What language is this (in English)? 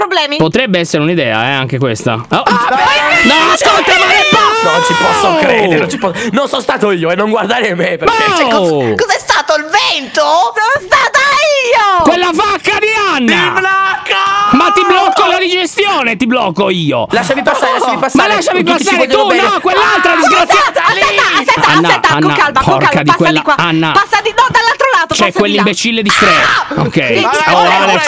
Italian